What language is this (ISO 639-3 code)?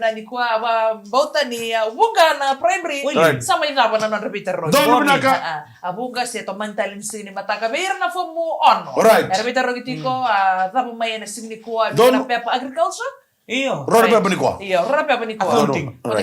fij